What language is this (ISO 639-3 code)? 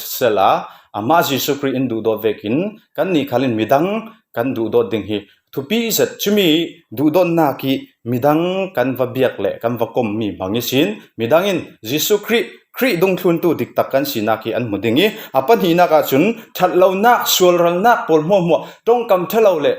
cfm